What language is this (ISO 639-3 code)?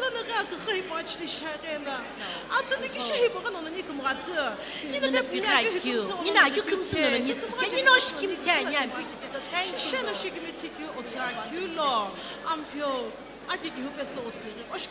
nsm